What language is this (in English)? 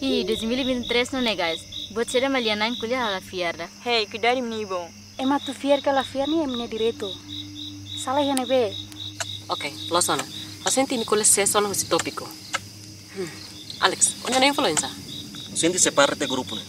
Tetum